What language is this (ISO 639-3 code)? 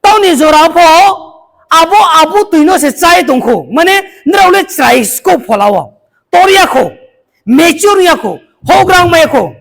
ria